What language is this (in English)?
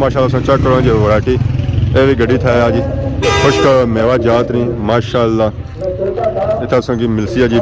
Pahari-Potwari